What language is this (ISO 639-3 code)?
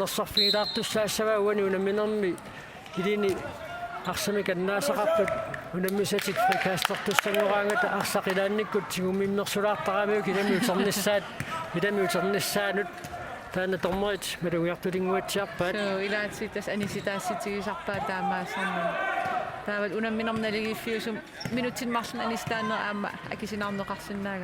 kal